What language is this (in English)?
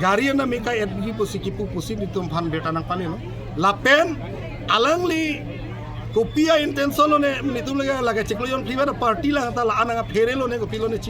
Karbi